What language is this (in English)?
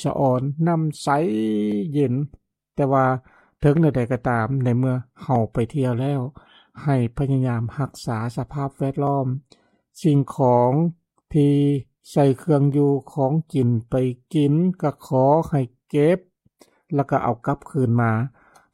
Lao